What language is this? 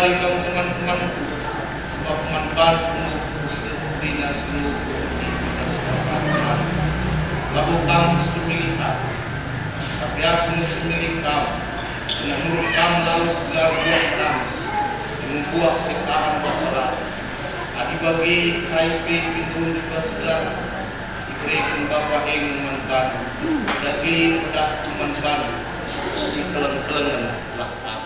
Batak Karo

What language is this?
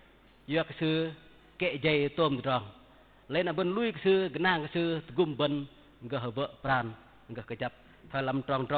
Bahnar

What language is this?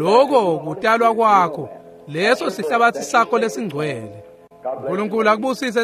Swati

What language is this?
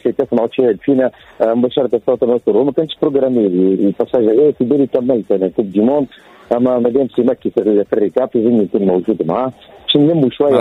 Tunisian Arabic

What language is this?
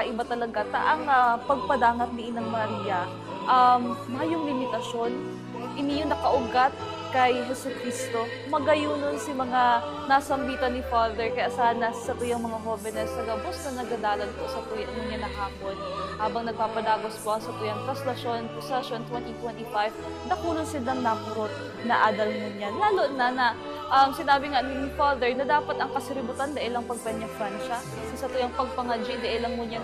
Bikol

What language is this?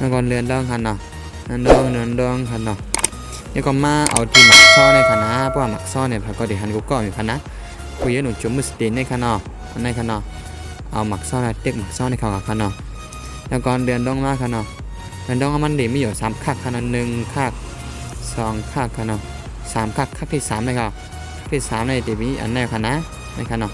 Shan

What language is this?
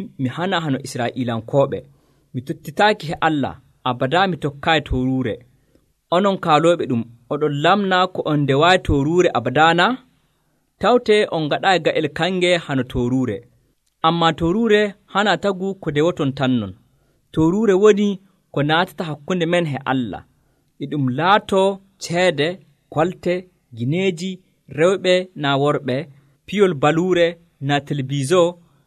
Nigerian Fulfulde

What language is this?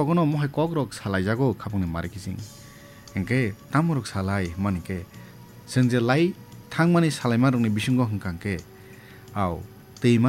Kok Borok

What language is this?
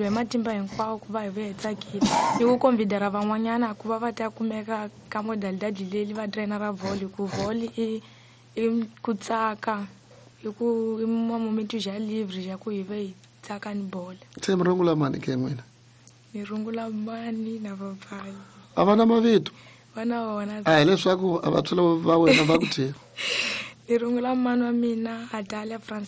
Tsonga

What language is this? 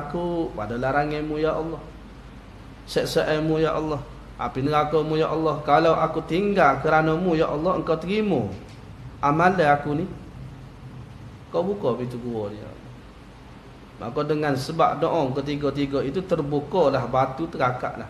Malay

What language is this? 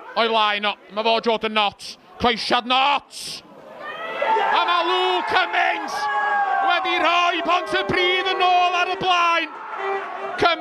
Welsh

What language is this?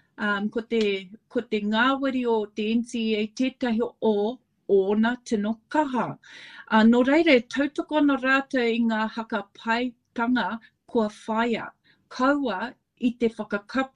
Māori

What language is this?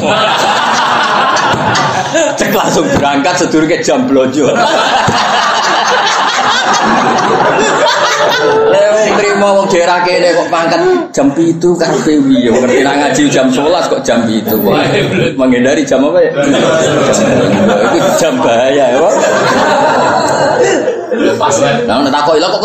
Javanese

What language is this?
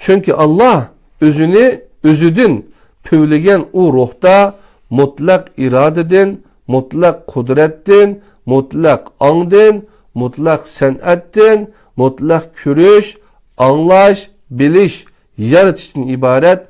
Uyghur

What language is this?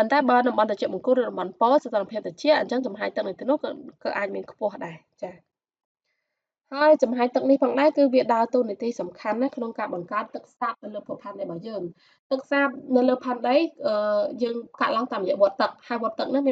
Khmer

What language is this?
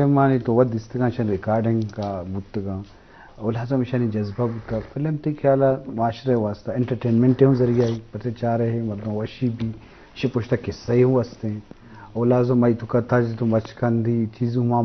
Eastern Balochi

